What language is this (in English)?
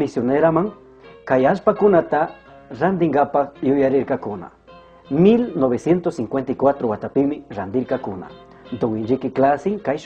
Chimborazo Highland Quichua